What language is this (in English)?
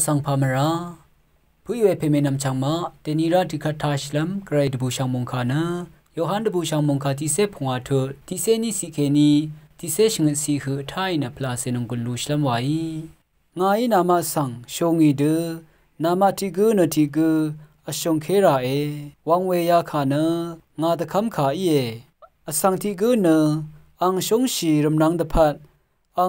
Rawang